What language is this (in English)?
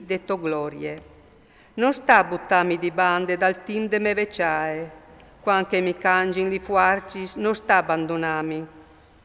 Friulian